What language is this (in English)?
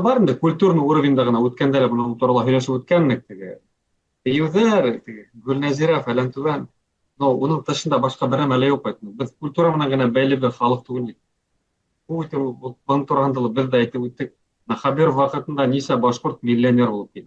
Bashkir